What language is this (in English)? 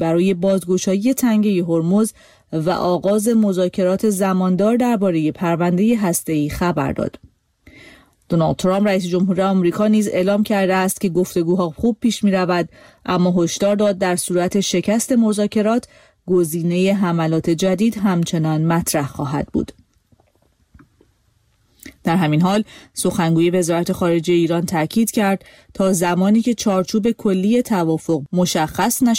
Persian